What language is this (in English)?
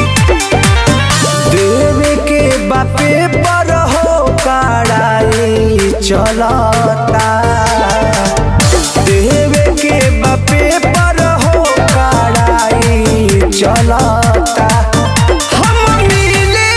Bhojpuri